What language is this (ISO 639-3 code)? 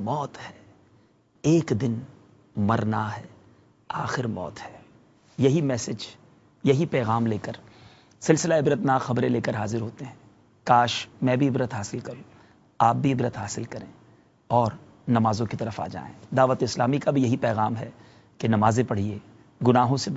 urd